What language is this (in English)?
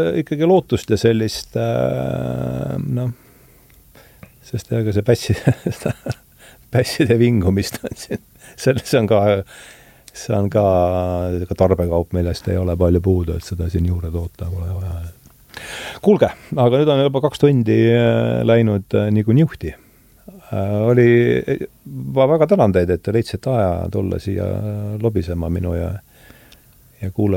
Estonian